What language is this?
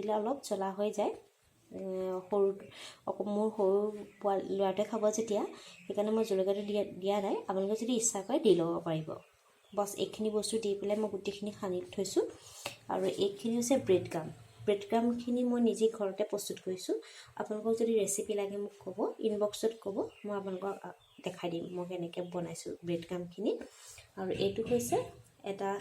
Assamese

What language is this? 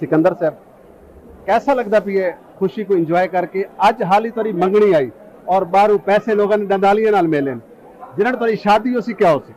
Saraiki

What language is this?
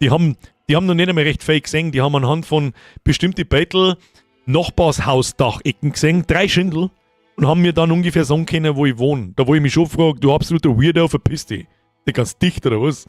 Bavarian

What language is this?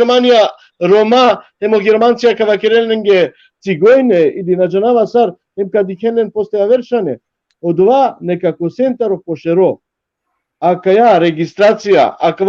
Balkan Romani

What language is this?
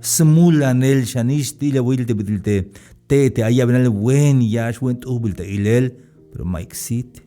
Tzeltal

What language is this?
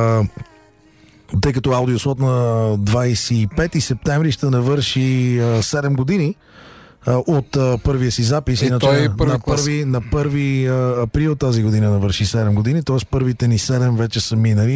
Bulgarian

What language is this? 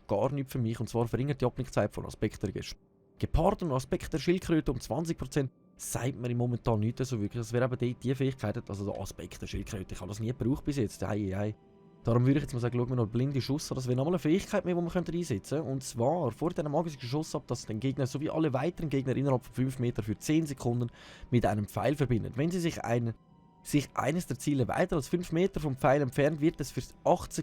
Swiss German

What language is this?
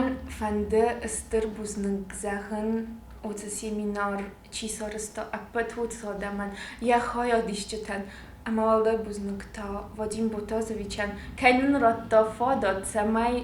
Ossetic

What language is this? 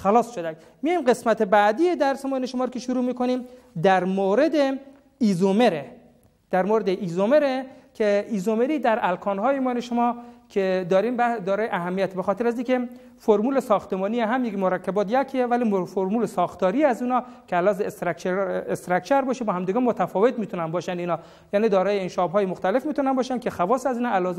Persian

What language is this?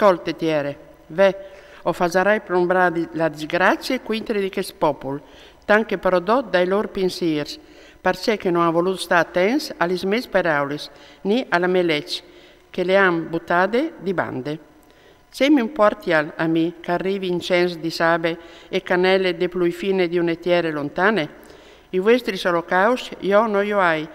Friulian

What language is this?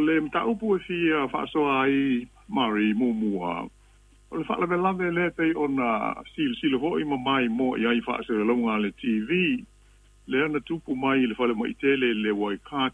Samoan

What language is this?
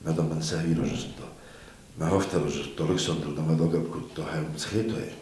Ossetic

